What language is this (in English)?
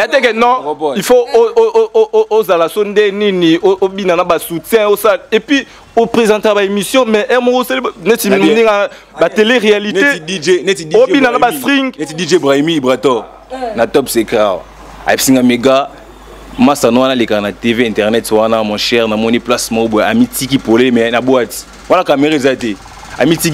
Lingala